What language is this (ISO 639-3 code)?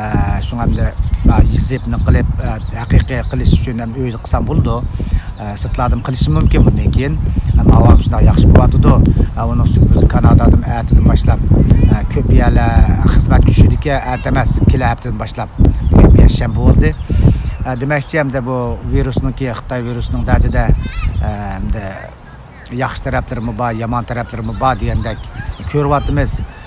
uig